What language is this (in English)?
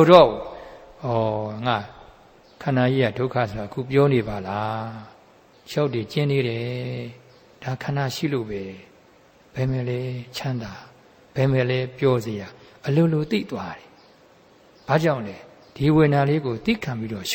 Burmese